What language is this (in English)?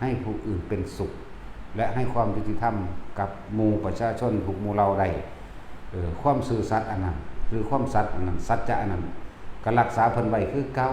Lao